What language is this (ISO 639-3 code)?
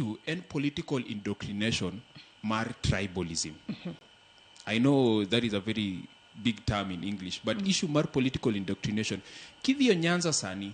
luo